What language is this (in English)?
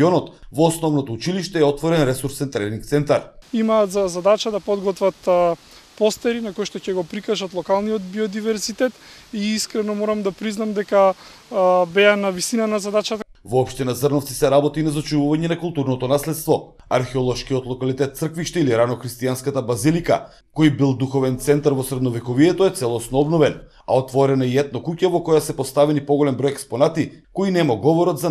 Macedonian